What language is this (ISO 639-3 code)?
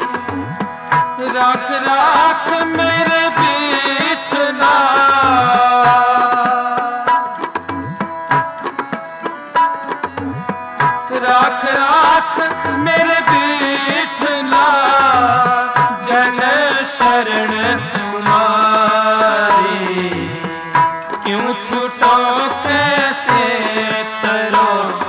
hin